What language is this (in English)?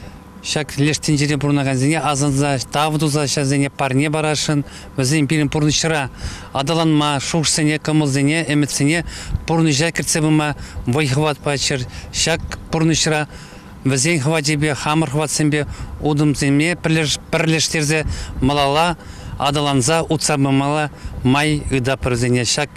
Chuvash